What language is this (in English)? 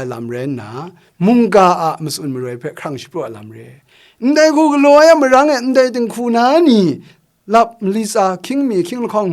Kachin